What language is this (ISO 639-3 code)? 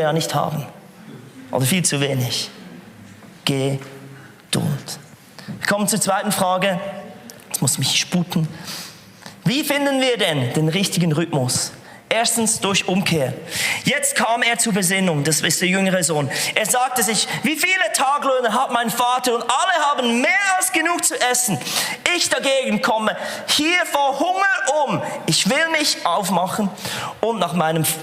gsw